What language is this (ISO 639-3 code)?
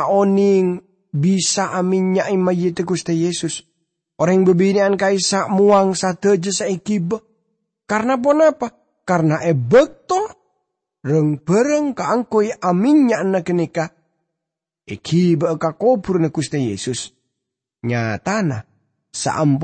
mad